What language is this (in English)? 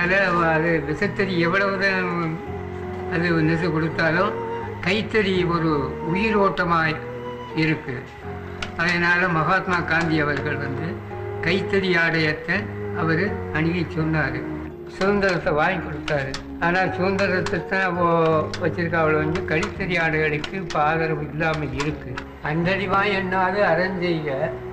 Tamil